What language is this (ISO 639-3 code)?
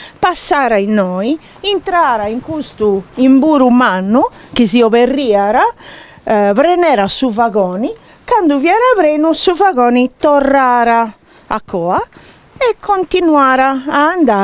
srd